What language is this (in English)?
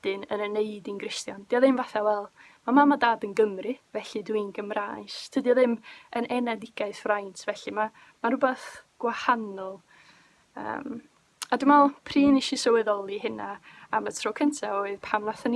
Welsh